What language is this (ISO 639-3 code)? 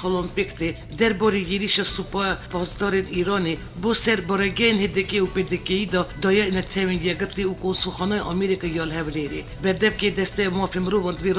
kur